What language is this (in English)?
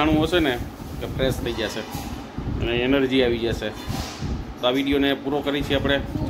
Gujarati